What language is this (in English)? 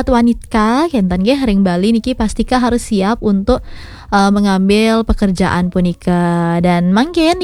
Balinese